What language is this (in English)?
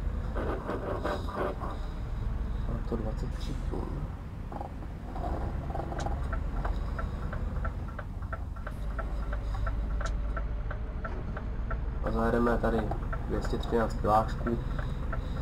Czech